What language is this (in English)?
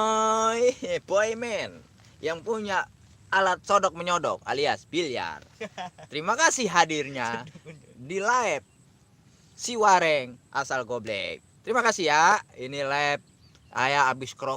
Betawi